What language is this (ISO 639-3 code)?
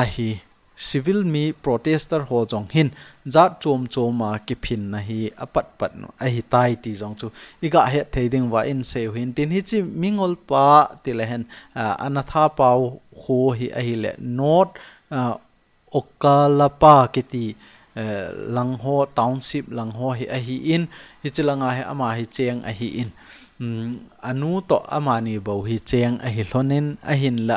tcz